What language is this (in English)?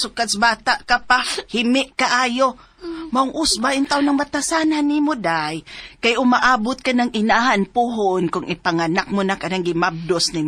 Cebuano